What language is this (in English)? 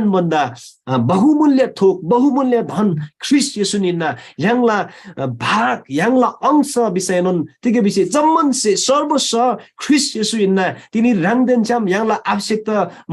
Eastern Tamang